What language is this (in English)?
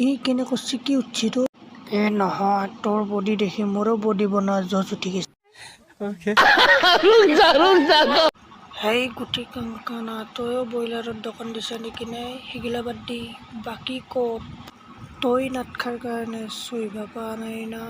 Assamese